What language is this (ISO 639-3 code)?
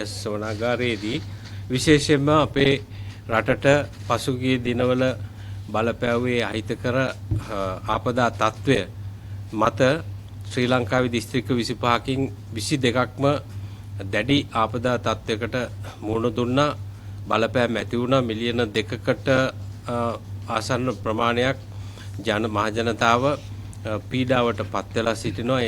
sin